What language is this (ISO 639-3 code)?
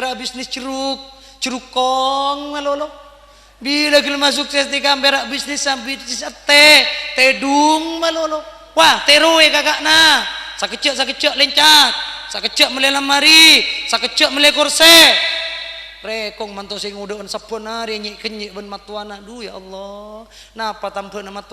mad